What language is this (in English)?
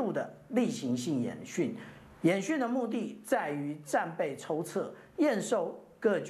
Chinese